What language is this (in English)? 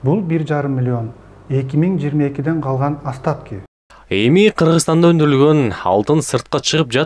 Kyrgyz